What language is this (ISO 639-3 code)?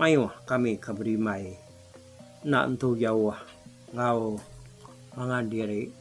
iba